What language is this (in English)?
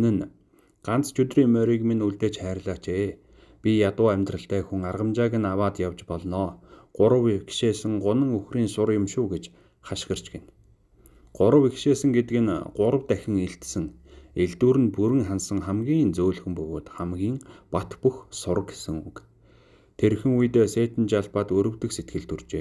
Mongolian